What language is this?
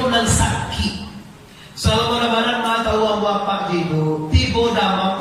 Minangkabau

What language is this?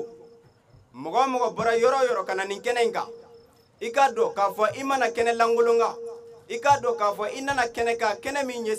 Bambara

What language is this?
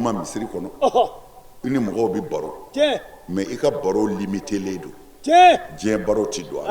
Bambara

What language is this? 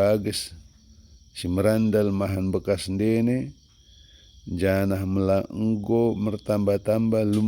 Batak Dairi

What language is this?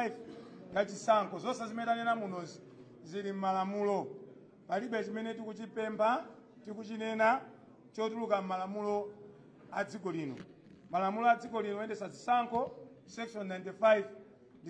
Nyanja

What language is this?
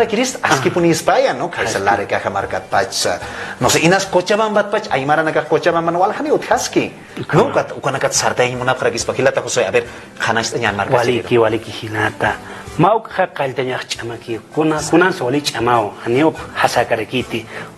Aymara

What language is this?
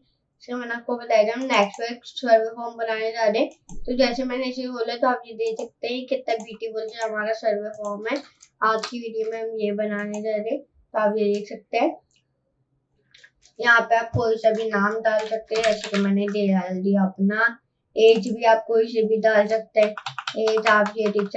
Hindi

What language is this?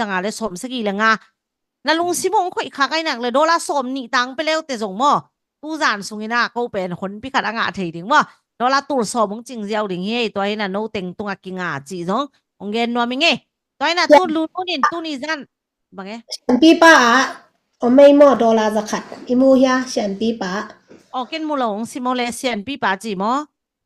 Tedim Chin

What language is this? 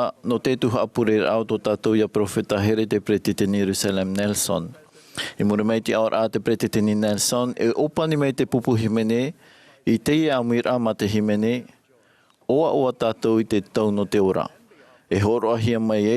Tahitian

